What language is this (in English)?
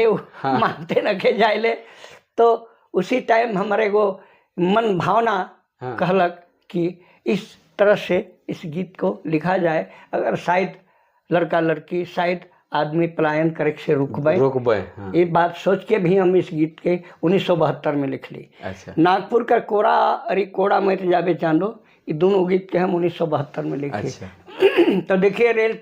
Sadri